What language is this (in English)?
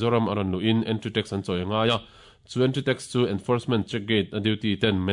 Mizo